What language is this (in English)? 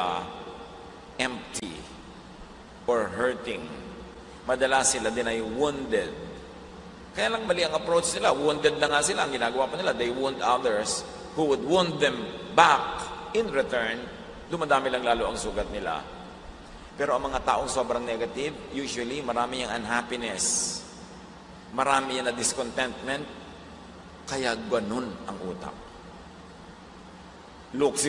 Filipino